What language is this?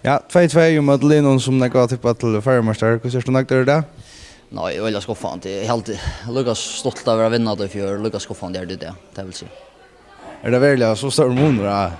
Faroese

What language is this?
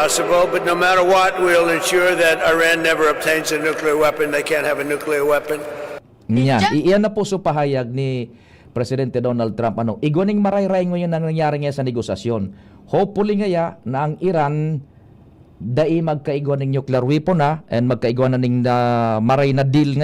Bikol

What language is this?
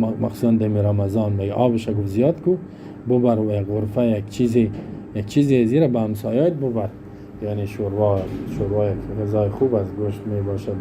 Persian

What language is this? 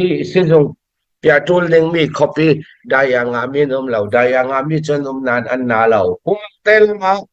Falam Chin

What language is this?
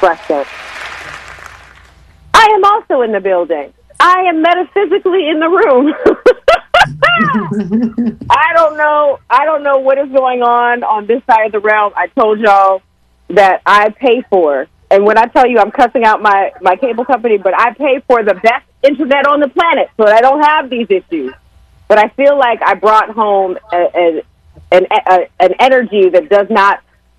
English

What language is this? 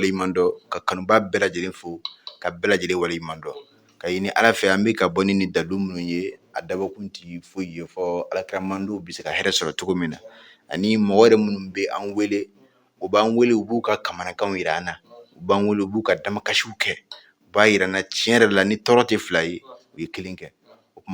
Bambara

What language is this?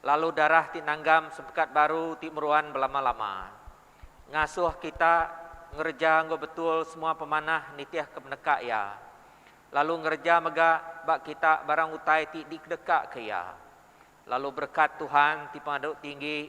Iban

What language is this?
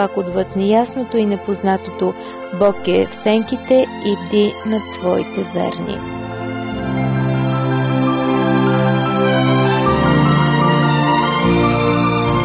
Bulgarian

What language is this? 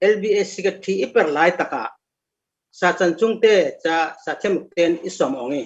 Falam Chin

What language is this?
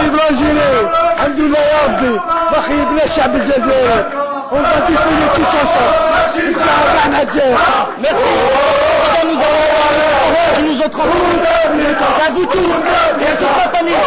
Algerian Arabic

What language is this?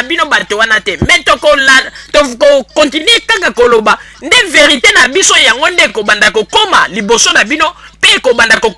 Lingala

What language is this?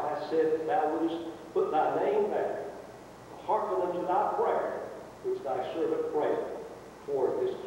English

